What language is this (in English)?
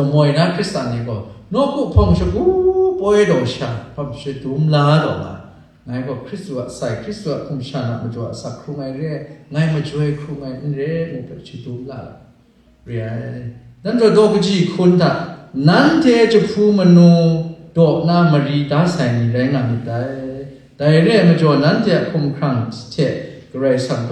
Kachin